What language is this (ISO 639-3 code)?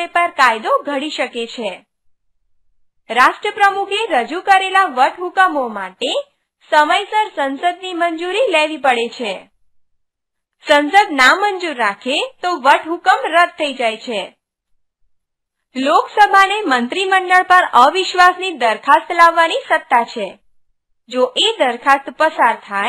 guj